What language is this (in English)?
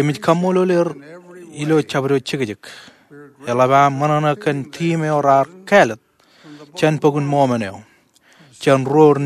Marshallese